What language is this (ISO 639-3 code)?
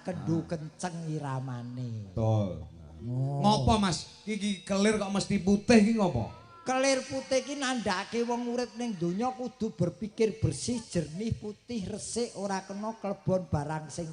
jav